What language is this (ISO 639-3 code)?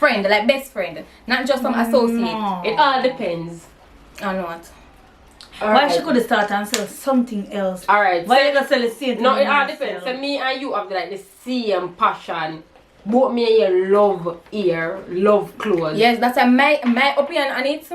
jam